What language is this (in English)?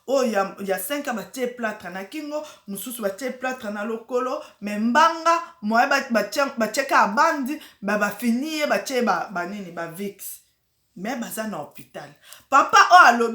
Lingala